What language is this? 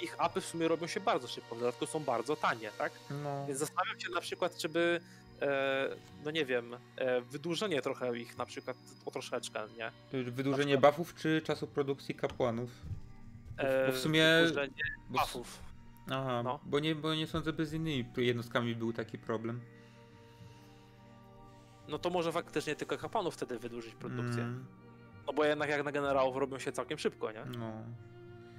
Polish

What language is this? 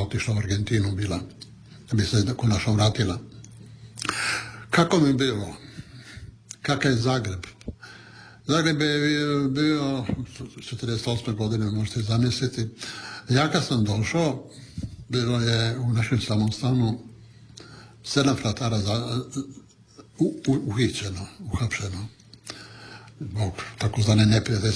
Croatian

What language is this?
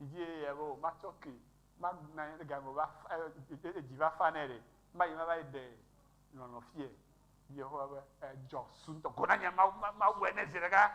Ewe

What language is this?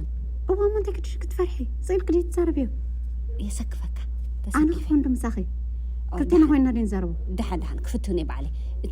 Tigrinya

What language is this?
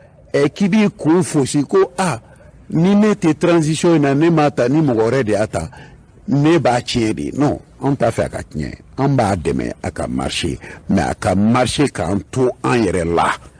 Bambara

